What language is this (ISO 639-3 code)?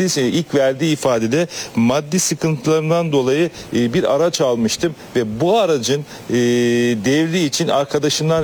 tur